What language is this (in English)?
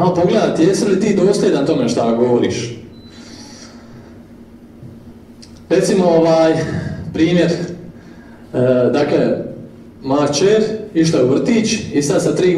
Croatian